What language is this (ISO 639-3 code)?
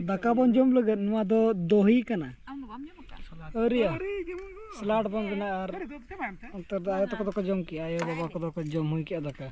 sat